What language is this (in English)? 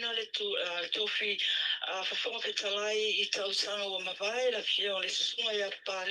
Samoan